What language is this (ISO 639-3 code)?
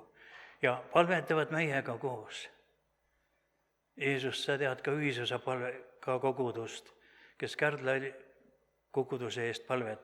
est